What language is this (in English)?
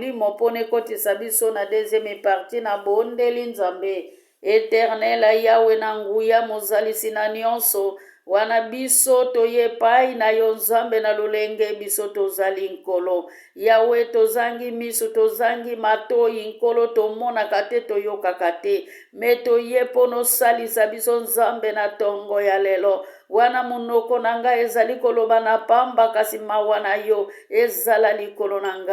Lingala